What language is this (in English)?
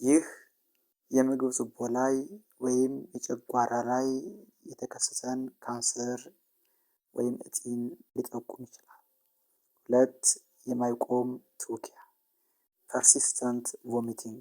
Amharic